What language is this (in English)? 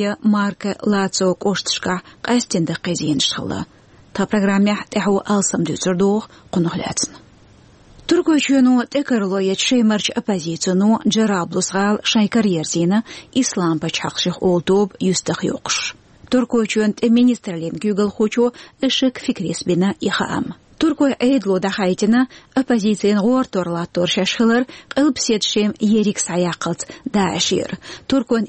Chechen